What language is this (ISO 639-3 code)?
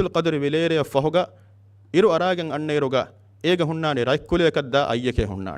div